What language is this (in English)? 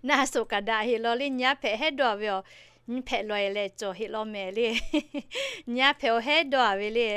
Lahu